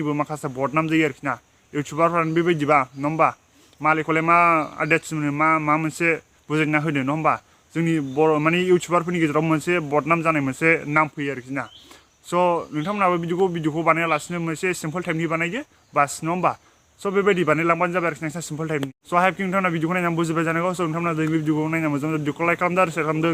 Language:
Bodo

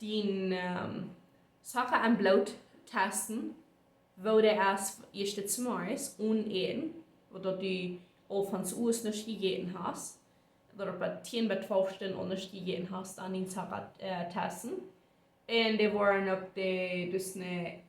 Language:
Plautdietsch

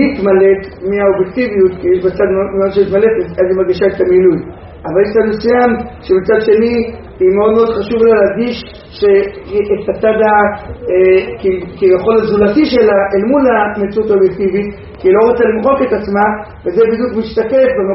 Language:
Hebrew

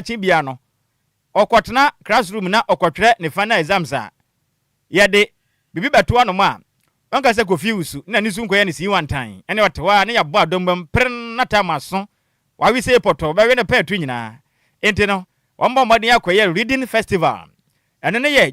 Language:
Akan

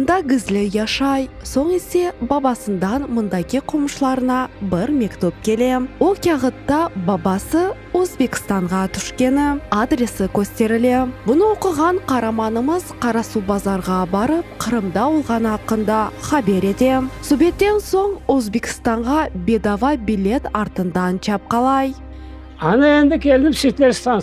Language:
Crimean Tatar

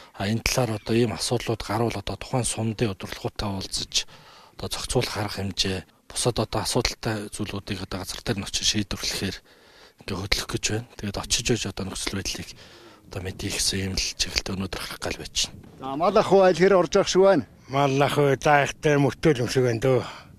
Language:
Mongolian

